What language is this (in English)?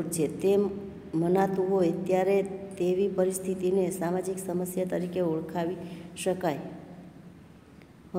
Gujarati